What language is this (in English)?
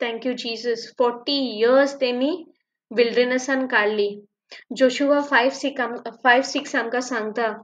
Konkani